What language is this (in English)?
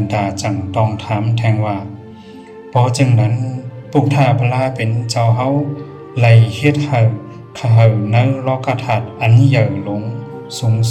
Shan